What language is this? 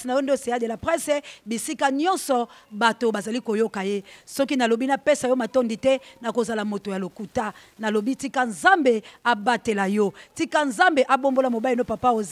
Lingala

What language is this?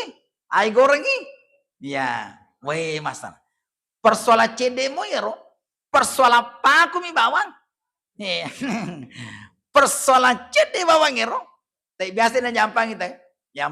Buginese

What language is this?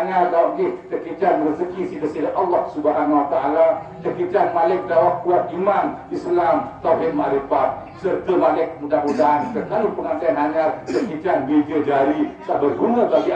Sasak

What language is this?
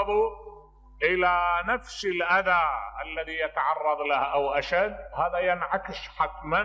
Mesopotamian Arabic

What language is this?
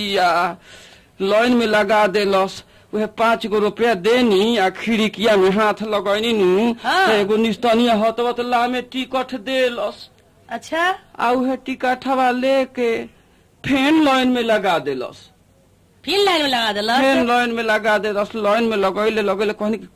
Bhojpuri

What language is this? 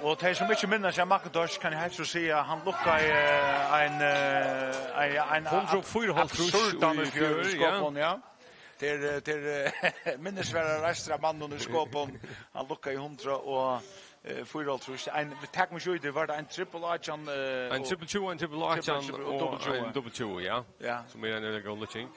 Faroese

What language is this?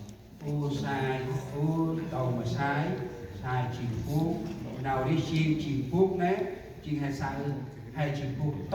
Central Mnong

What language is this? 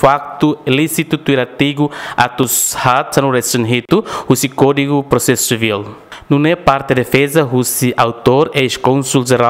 Tetum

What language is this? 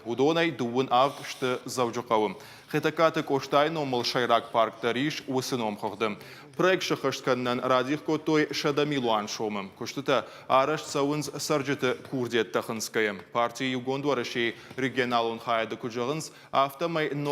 Ossetic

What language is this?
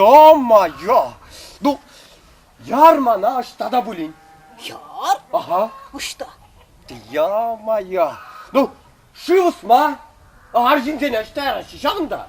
Chuvash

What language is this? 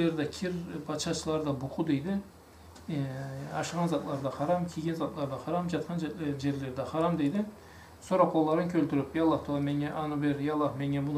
Karachay-Balkar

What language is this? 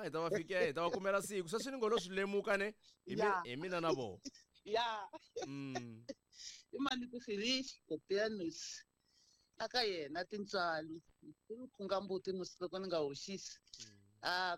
Tsonga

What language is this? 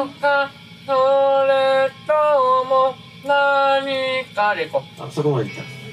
Japanese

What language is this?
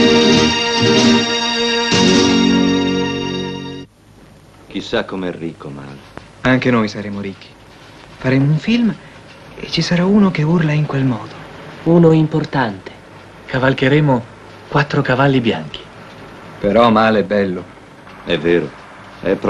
Italian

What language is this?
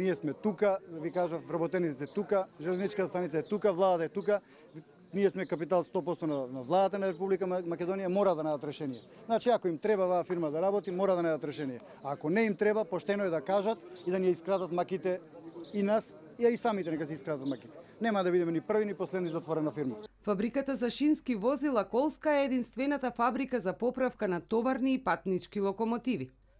Macedonian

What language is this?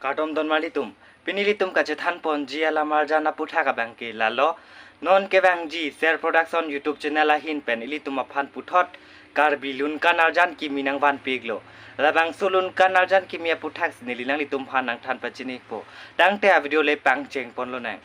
Karbi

